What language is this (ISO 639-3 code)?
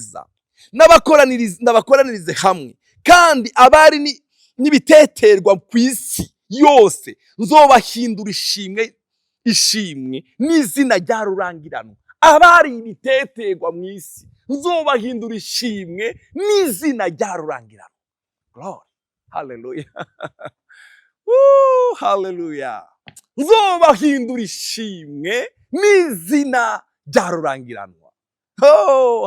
run